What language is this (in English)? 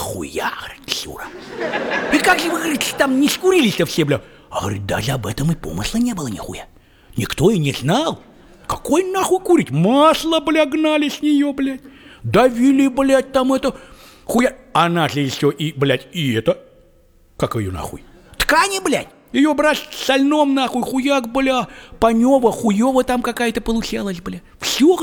Russian